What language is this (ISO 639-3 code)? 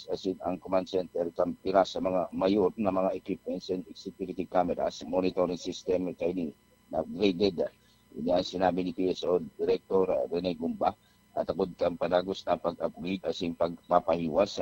bik